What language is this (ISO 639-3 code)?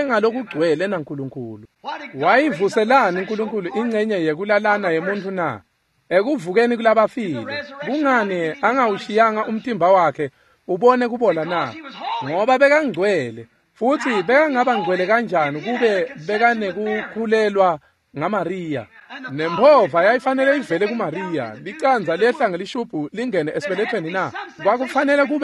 ssw